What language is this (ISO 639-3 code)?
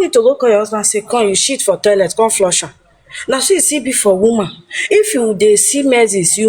pcm